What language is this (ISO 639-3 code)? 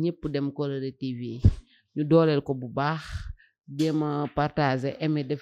wol